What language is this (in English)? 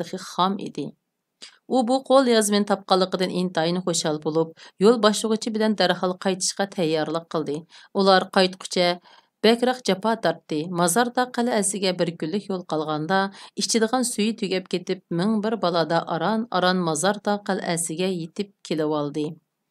Uyghur